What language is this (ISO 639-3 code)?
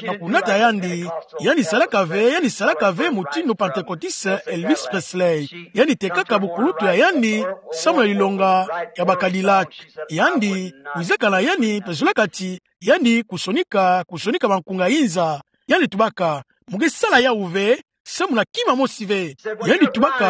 ktu